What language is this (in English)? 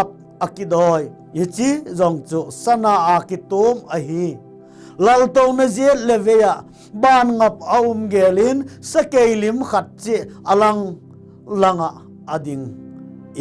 Thado Chin